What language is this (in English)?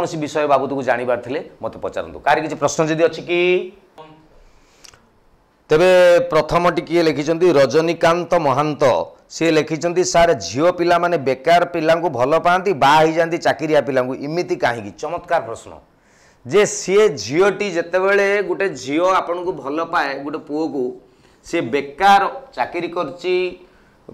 Odia